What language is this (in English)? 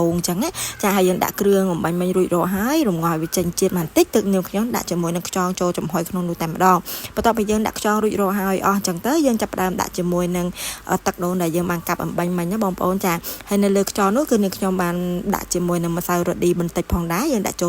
Khmer